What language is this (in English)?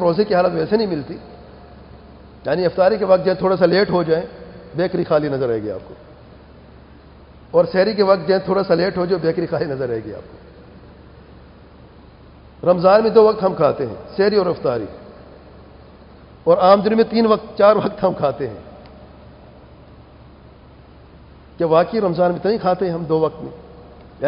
Urdu